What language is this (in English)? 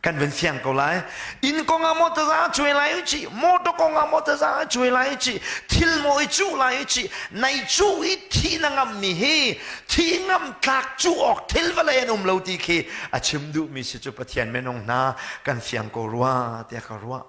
Hakha Chin